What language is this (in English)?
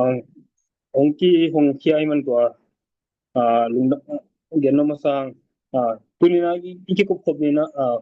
Tedim Chin